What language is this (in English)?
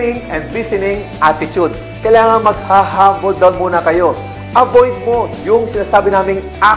Filipino